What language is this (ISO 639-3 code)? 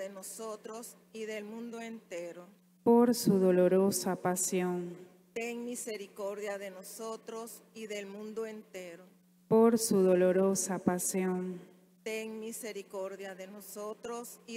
spa